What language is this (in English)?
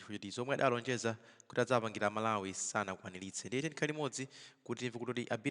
Nyanja